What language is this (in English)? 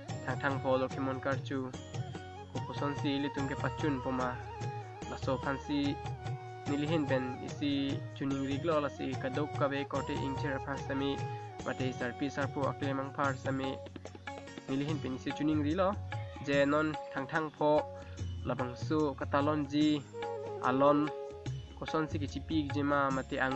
Karbi